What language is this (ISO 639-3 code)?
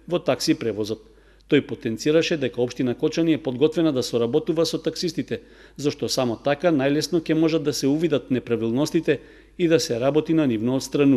mkd